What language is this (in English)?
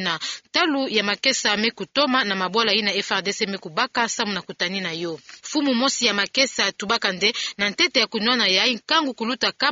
Kituba (Democratic Republic of Congo)